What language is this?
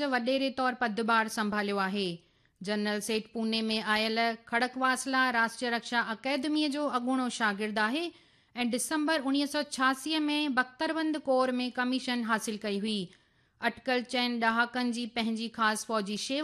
Sindhi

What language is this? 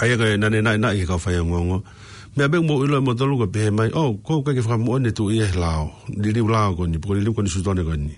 Tongan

